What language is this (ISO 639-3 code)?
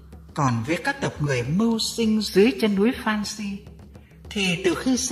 vie